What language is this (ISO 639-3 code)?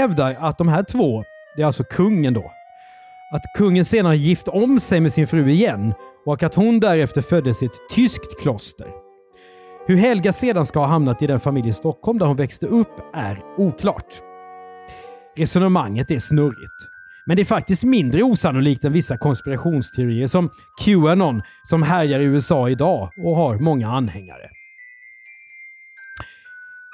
swe